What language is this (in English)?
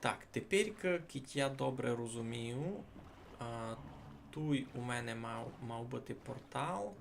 Rusyn